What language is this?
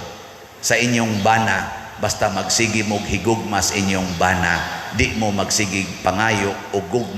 Cebuano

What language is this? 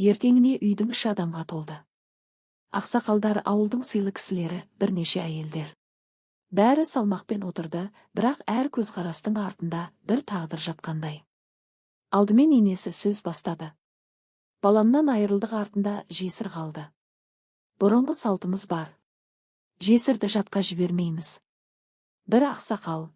Kazakh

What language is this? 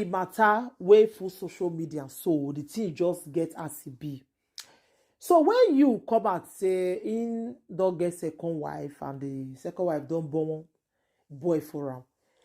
Nigerian Pidgin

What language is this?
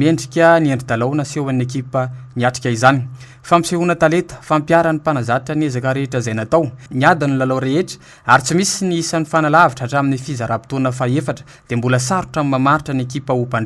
Malagasy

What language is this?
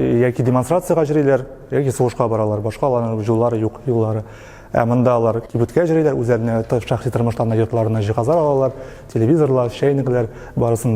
Tatar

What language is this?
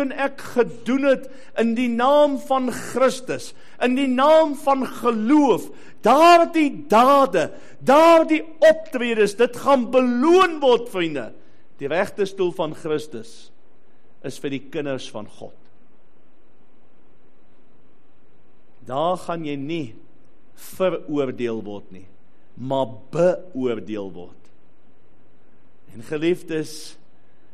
Afrikaans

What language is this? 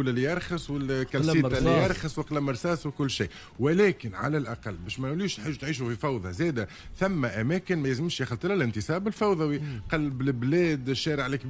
Tunisian Arabic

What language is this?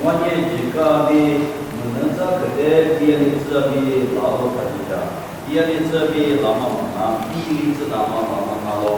Lisu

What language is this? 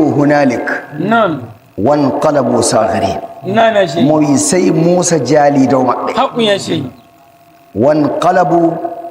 Nigerian Fulfulde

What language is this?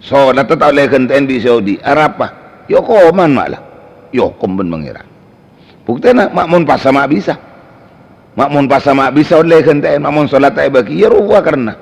Madurese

